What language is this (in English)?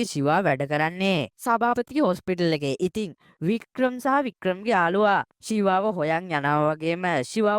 Sinhala